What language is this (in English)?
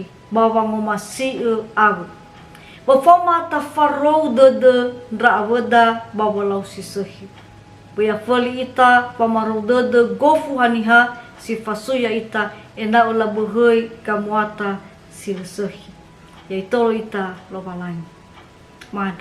Nias